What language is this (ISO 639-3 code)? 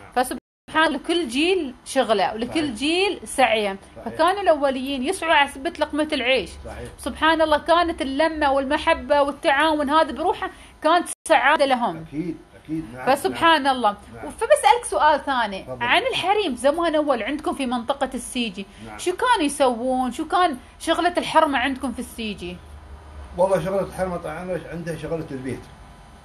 afb